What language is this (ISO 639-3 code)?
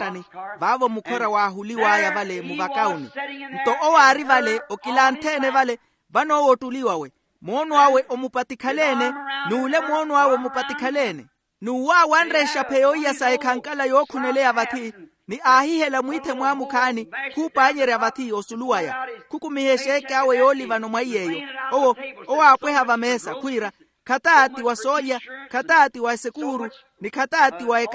vmw